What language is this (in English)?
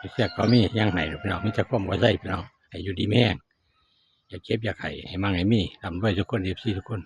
Northeastern Thai